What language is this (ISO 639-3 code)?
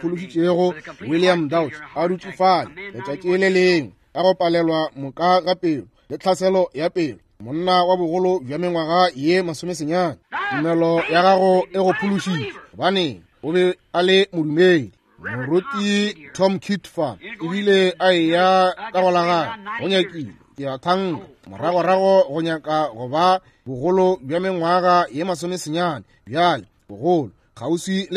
nso